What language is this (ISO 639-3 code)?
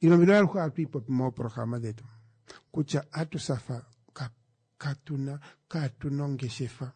kua